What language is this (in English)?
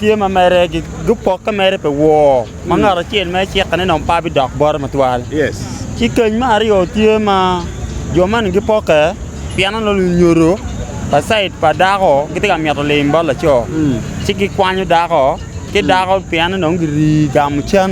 Acoli